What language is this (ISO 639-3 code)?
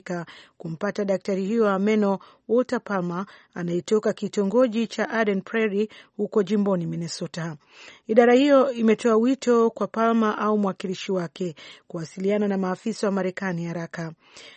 swa